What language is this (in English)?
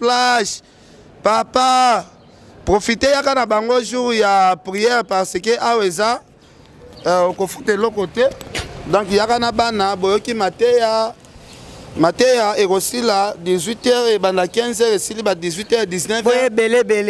Lingala